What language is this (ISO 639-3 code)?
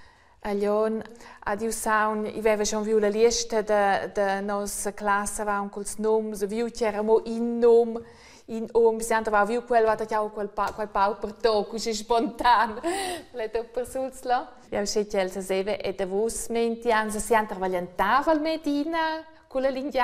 roh